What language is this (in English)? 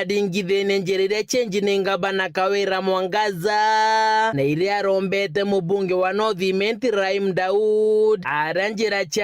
Meru